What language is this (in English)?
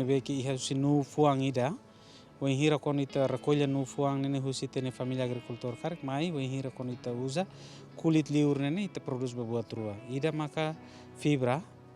Tetum